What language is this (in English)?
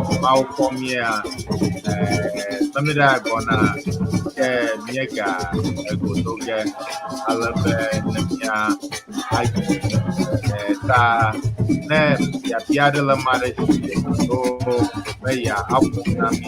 Ewe